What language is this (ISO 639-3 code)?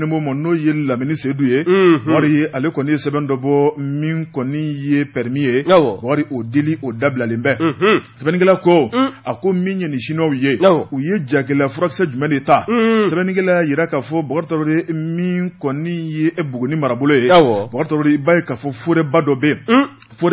bam